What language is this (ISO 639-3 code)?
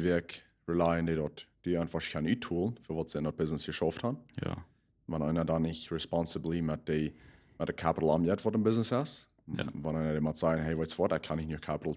pdt